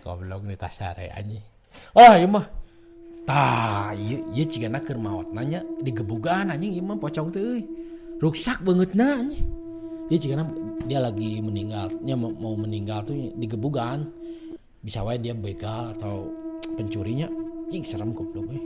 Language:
Sundanese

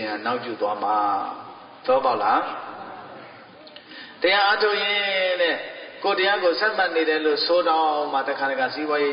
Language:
Burmese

